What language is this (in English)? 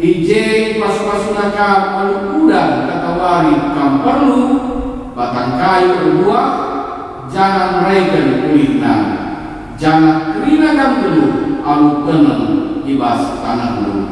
Batak Karo